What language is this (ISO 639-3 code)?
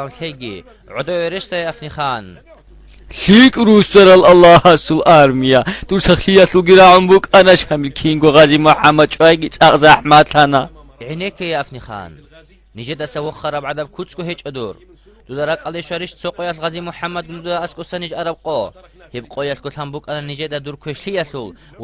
ava